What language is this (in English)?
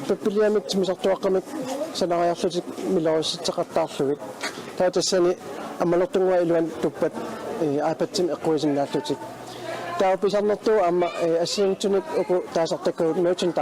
Kalaallisut